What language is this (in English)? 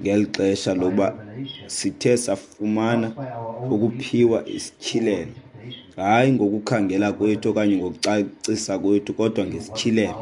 Xhosa